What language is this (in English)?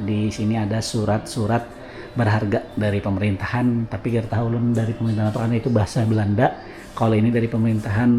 Banjar